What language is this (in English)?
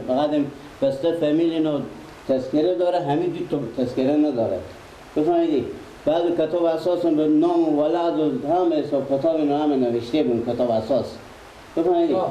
Persian